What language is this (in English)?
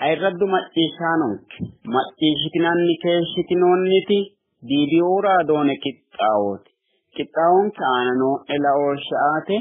Sidamo